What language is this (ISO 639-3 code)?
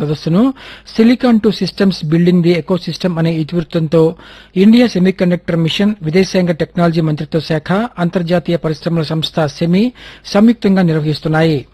tel